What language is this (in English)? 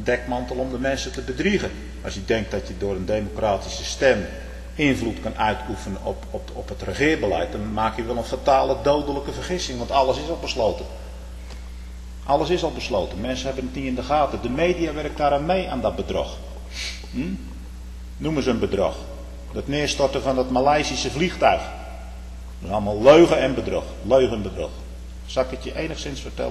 Dutch